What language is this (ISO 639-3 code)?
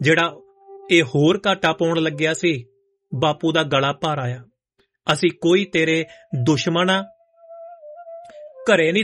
pan